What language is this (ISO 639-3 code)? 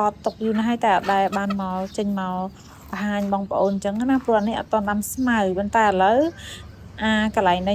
khm